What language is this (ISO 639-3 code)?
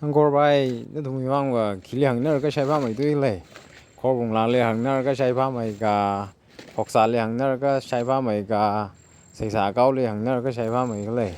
nmf